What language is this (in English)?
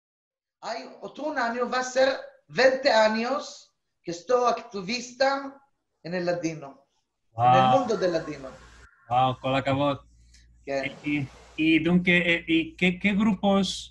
Ladino